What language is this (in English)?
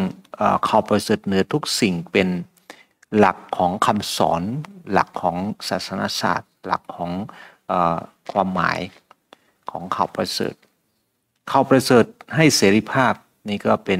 Thai